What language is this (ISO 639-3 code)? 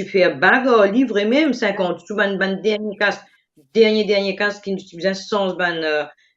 mfe